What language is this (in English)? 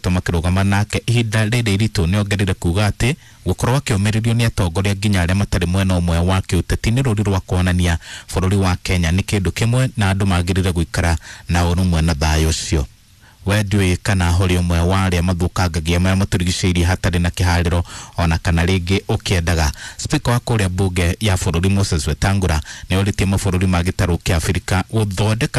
Kikuyu